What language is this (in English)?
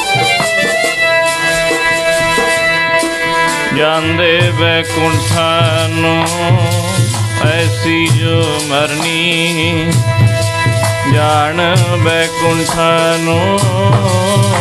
Punjabi